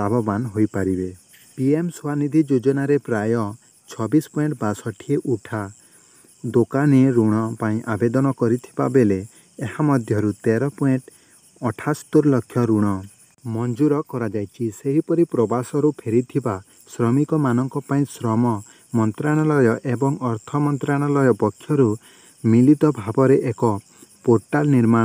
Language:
Odia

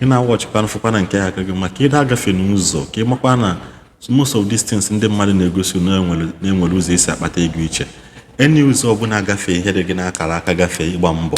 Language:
Igbo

